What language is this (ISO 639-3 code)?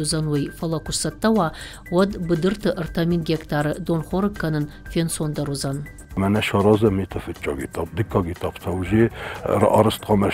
oss